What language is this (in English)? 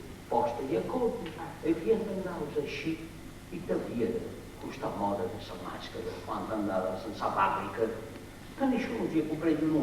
Sardinian